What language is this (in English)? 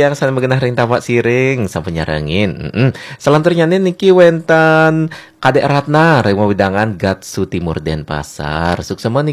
Balinese